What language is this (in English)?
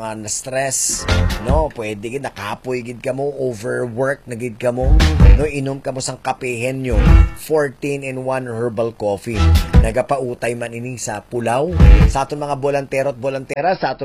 Hiligaynon